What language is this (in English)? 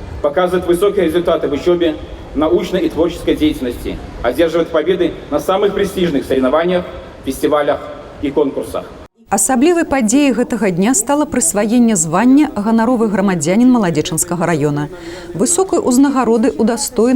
Belarusian